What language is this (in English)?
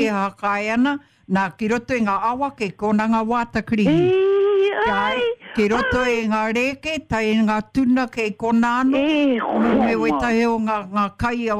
Māori